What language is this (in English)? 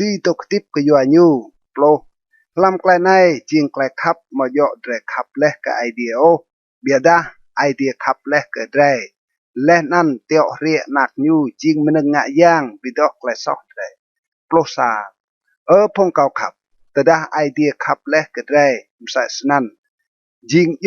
Rade